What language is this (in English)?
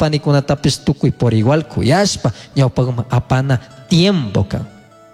Chimborazo Highland Quichua